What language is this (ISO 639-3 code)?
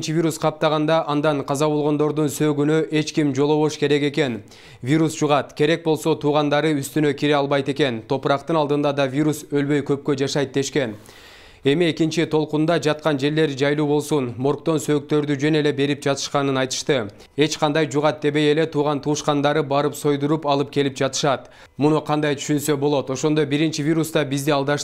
kir